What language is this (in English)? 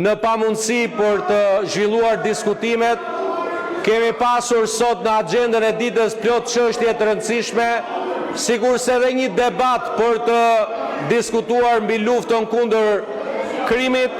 Albanian